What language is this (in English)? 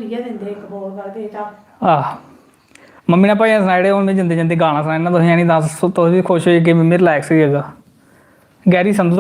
Dogri